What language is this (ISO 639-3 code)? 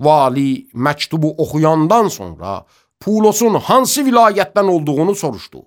aze